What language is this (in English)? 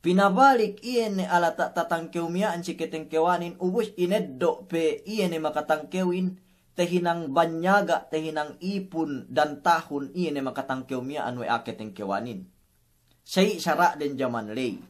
Yakan